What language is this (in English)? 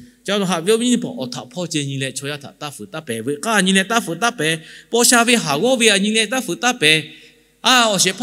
Lahu